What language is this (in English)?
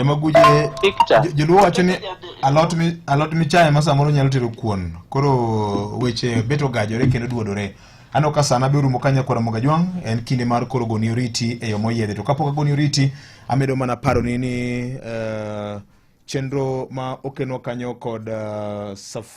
Luo (Kenya and Tanzania)